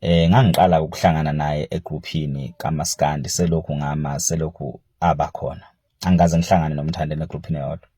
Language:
Zulu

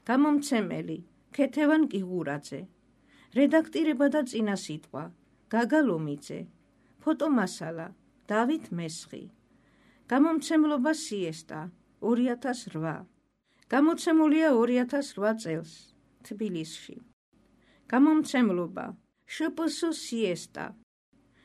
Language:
Georgian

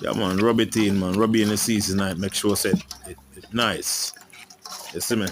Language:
Jamaican Creole English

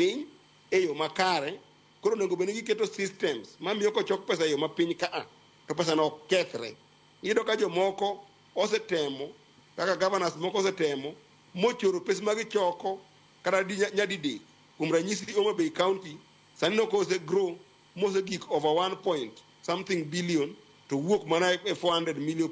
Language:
Luo (Kenya and Tanzania)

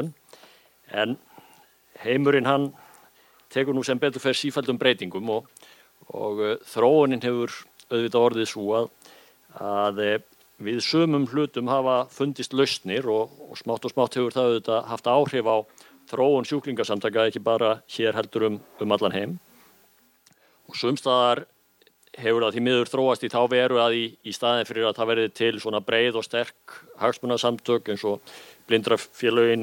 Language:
Icelandic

